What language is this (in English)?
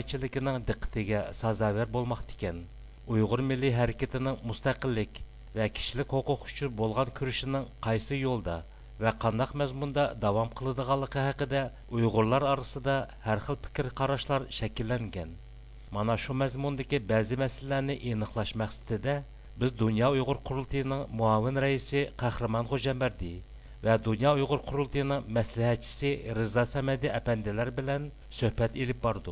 Uyghur